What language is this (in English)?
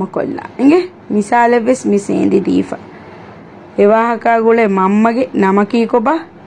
Divehi